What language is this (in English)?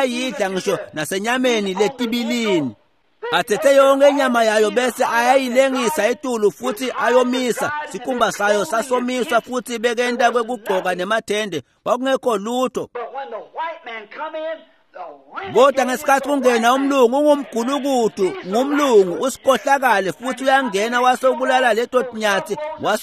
Swati